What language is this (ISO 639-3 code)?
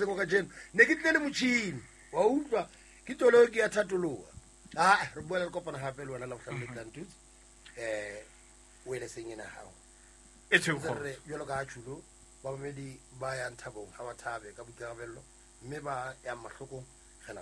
sot